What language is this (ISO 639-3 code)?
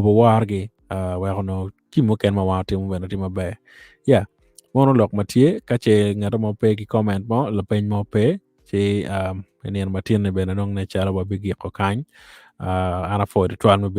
ach